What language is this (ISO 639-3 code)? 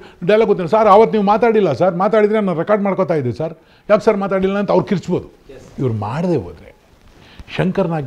kan